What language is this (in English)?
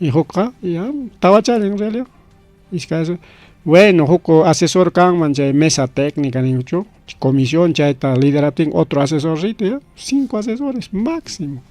Ayacucho Quechua